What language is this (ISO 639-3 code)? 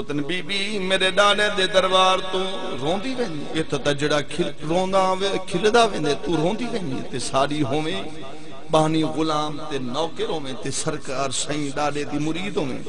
skr